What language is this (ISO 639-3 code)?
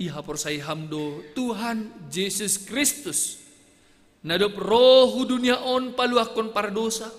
bts